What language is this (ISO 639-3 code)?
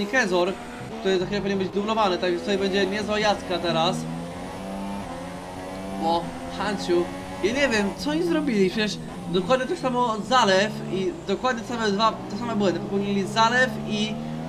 pol